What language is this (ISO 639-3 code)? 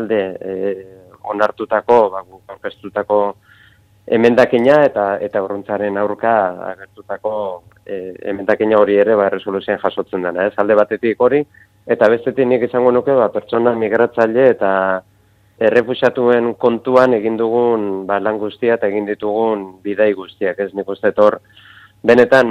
eus